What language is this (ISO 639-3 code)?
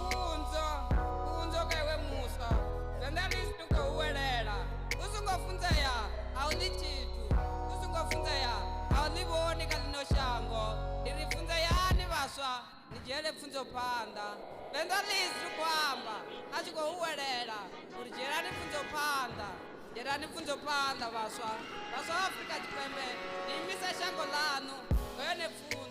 ven